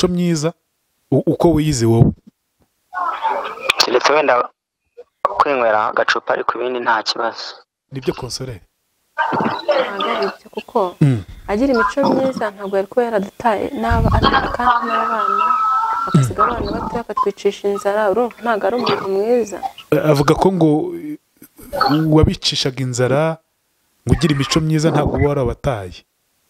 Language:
Kinyarwanda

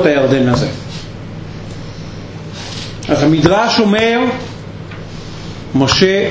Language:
Hebrew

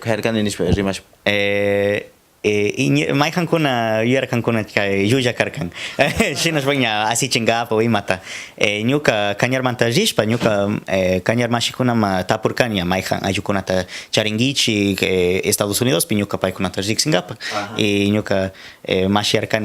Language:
Cañar Highland Quichua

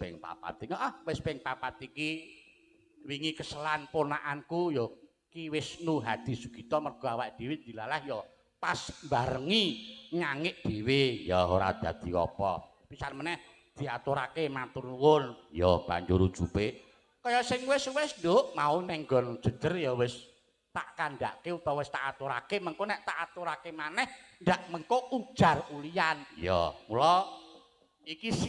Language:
Javanese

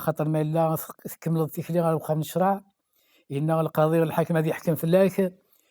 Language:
Kabyle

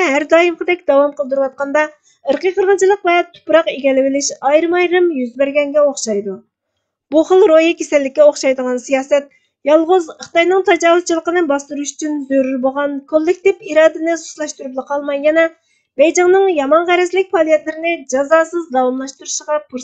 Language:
Uyghur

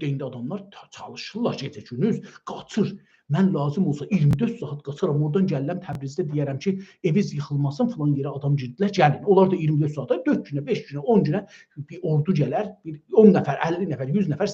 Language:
South Azerbaijani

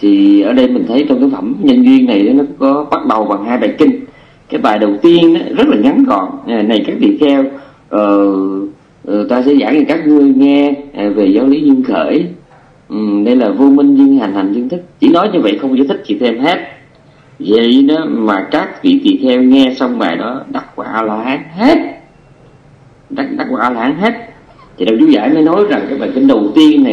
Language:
Vietnamese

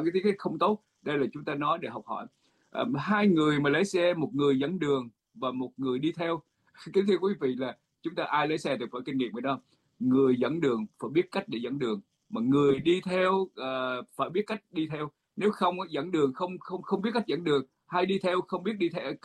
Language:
Vietnamese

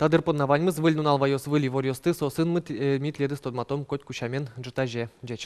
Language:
Udmurt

